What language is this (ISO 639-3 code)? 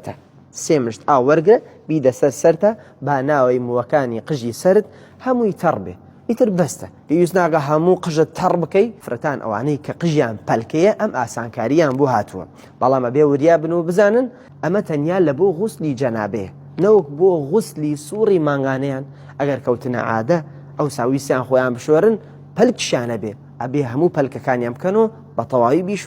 ckb